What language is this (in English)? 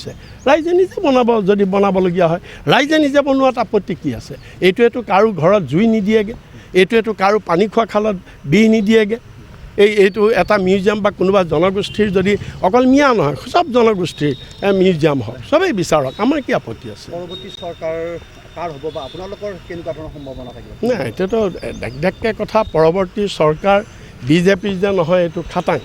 Assamese